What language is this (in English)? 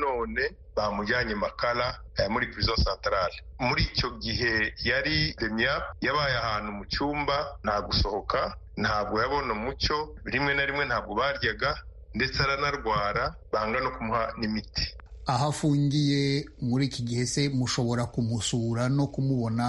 Kinyarwanda